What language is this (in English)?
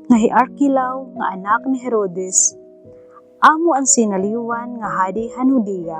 Waray